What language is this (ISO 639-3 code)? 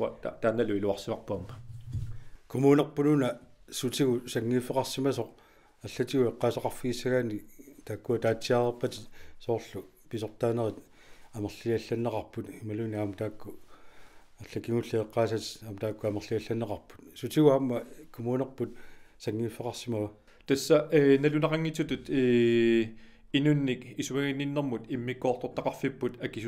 kal